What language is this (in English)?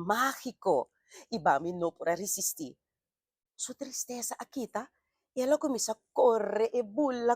Papiamento